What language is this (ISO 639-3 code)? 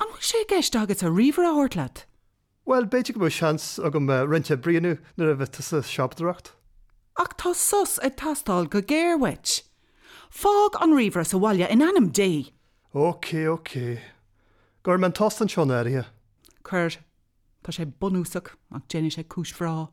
gle